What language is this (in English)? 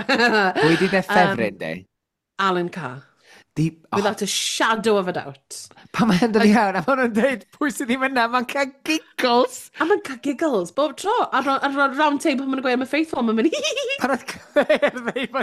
Welsh